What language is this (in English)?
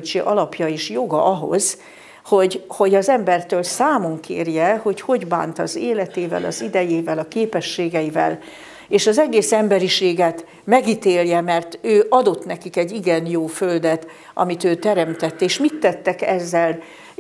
Hungarian